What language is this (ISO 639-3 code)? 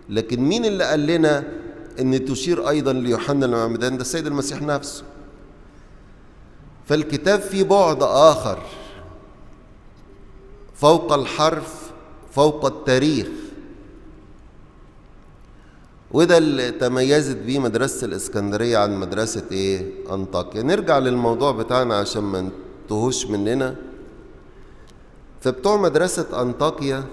arz